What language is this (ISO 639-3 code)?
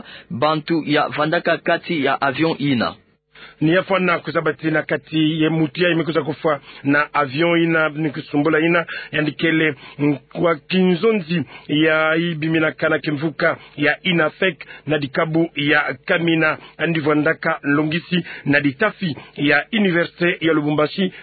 ktu